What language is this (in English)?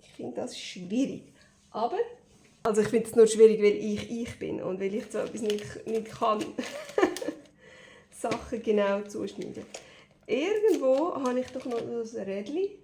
Swiss German